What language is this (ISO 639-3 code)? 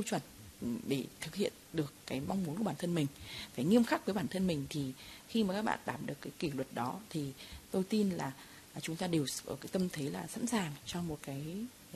vie